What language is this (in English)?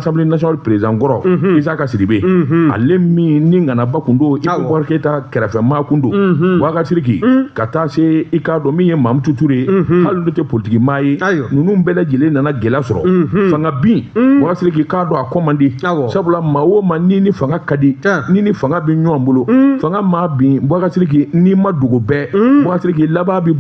Bambara